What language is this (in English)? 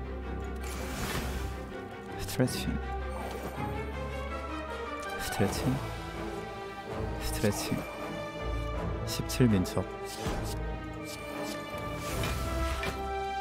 Korean